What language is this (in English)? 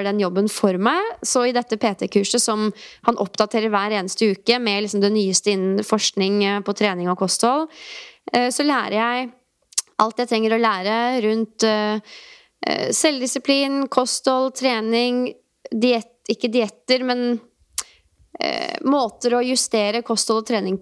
Norwegian